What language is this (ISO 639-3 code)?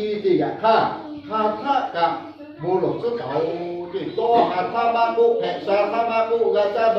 lhu